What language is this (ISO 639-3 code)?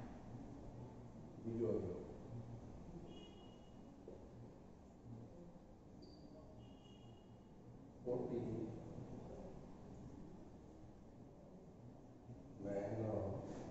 guj